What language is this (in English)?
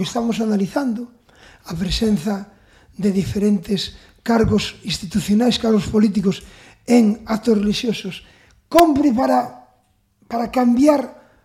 Galician